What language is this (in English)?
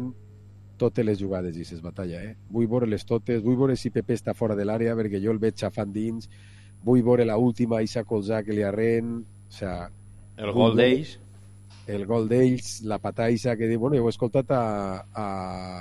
Catalan